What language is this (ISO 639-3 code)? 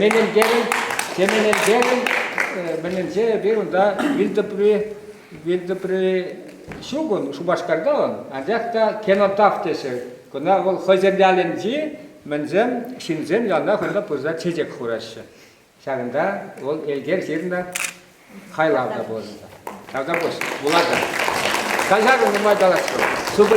chv